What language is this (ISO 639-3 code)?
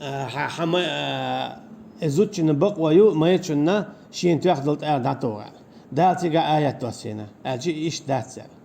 che